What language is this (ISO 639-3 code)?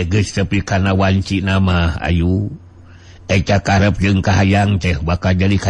sun